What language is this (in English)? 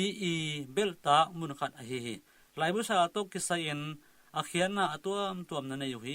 Tedim Chin